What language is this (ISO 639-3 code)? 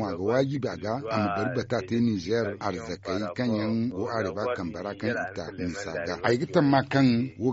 dje